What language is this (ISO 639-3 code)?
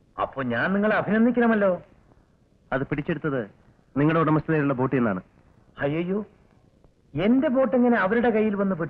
mal